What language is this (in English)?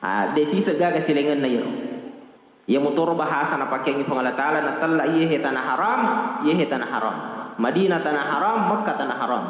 Buginese